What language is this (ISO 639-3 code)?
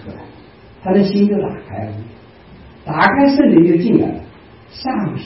zho